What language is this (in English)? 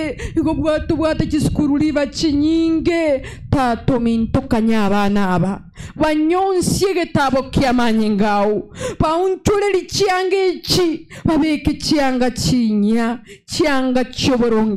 Gusii